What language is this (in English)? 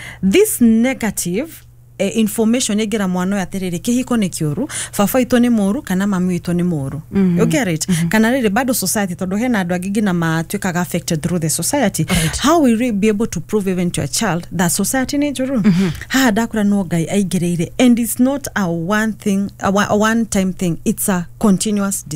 Kikuyu